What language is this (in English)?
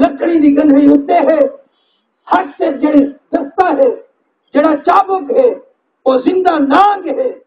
Saraiki